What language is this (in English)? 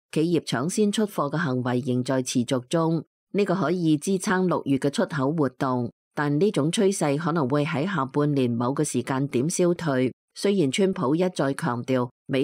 Cantonese